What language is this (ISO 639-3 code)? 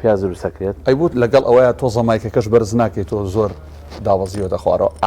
ckb